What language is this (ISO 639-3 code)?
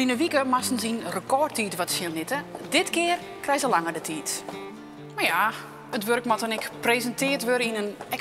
fry